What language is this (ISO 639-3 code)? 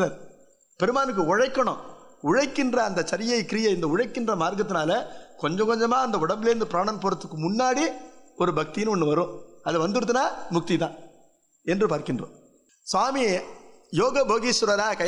tam